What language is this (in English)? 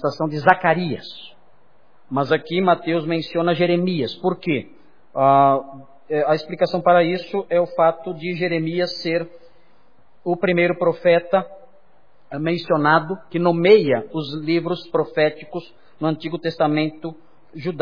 Portuguese